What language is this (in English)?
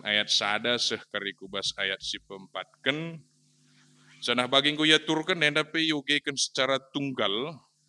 Batak Karo